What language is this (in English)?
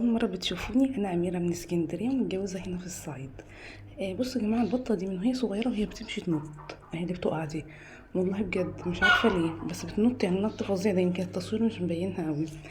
Egyptian Arabic